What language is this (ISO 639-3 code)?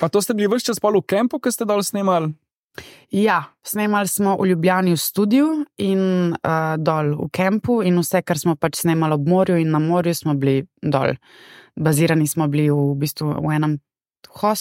slv